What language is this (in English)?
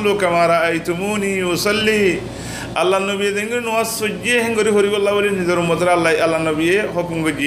Rohingya